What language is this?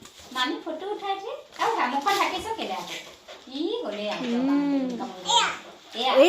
Assamese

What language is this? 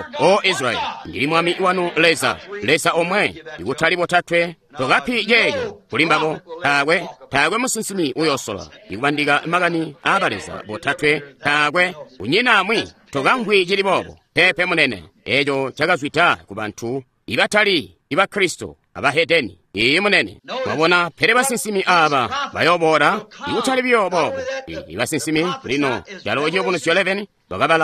Tonga (Zambia)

